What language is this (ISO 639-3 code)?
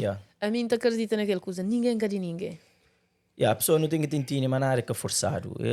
kea